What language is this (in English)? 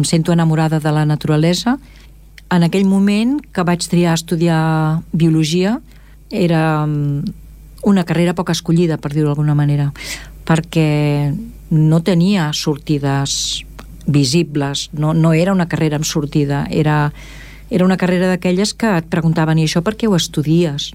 Catalan